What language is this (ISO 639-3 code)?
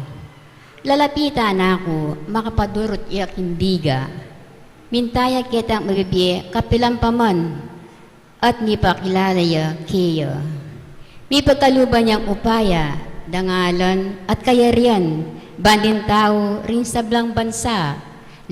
pam